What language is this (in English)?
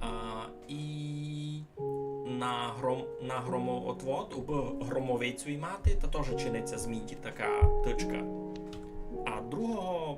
Rusyn